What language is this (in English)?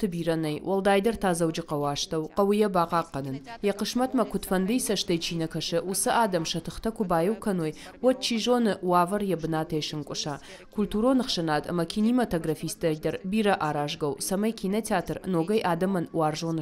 Ossetic